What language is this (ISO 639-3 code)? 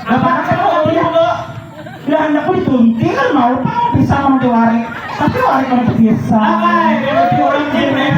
bjn